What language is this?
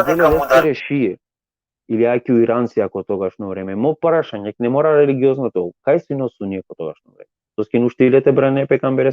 Balkan Romani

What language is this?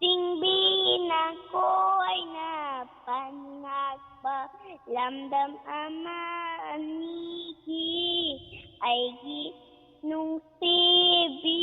Manipuri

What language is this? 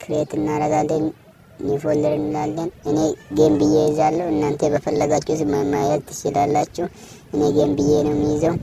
Amharic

